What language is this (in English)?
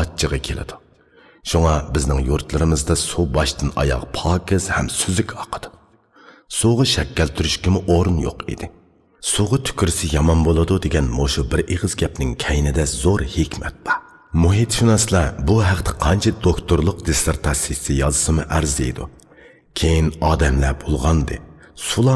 Uyghur